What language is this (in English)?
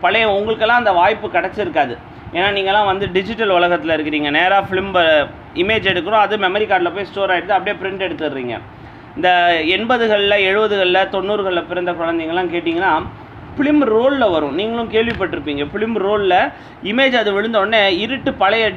Tamil